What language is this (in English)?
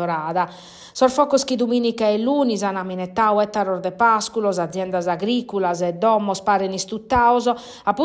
Sardinian